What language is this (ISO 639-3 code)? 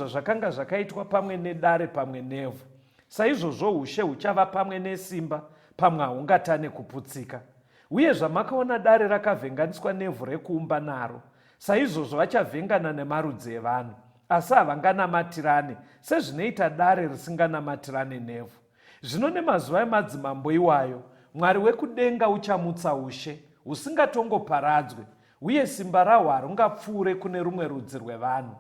sna